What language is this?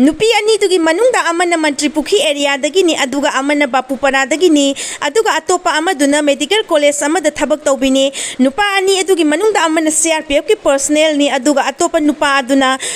Manipuri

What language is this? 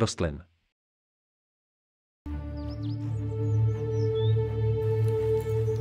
Czech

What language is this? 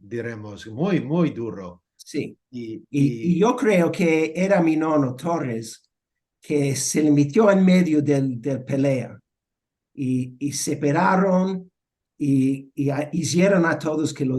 Ladino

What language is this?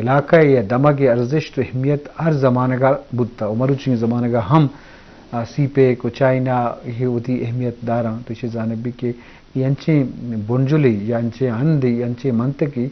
Eastern Balochi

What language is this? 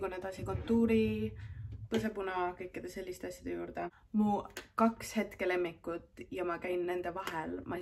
Estonian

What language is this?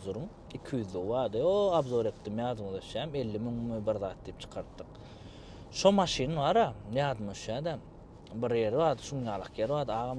Turkmen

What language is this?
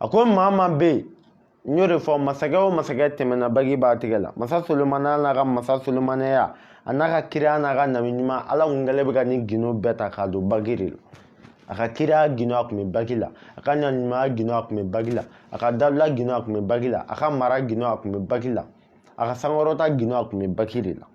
Bambara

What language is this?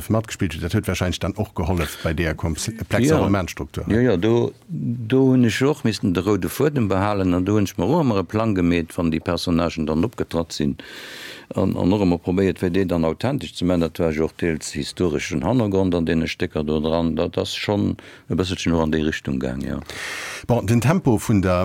Luxembourgish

